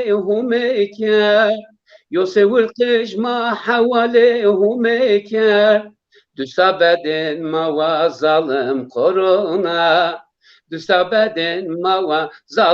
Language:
Zaza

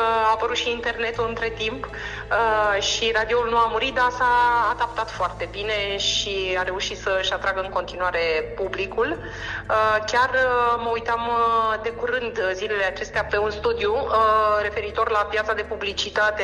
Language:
Romanian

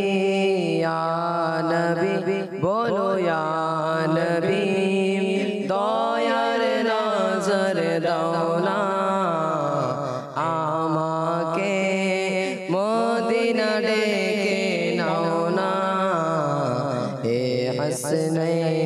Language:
Bangla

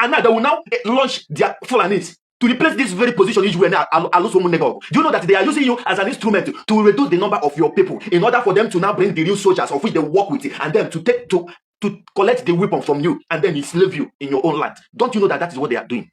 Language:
Igbo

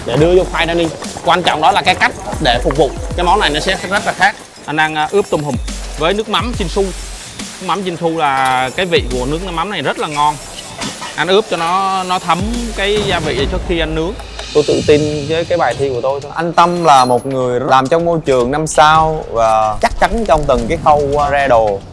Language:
Vietnamese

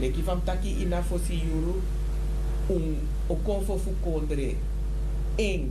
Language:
Sranan Tongo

